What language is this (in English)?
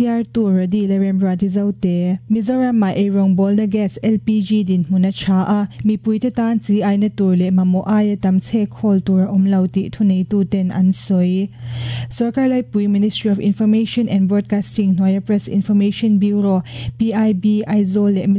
Mizo